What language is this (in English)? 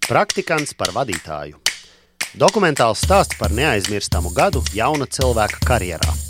Latvian